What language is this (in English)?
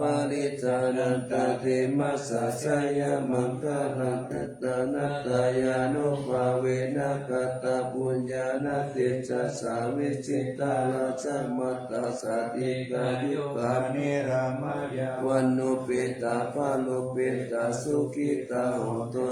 Pali